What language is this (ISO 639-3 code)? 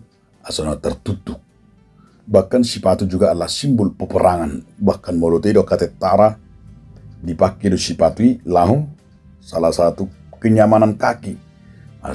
bbc